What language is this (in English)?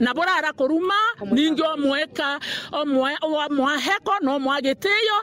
Meru